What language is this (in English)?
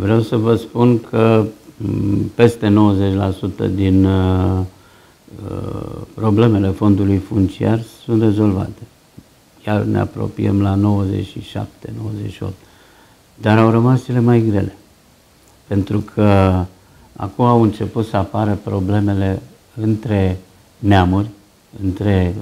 Romanian